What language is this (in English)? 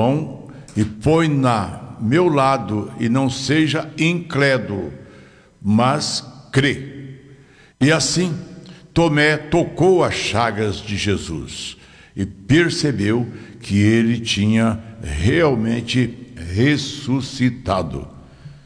Portuguese